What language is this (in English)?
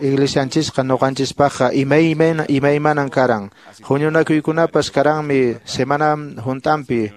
Quechua